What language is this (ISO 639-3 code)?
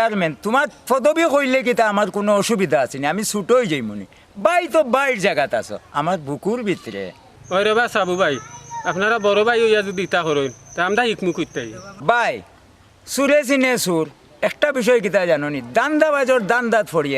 syl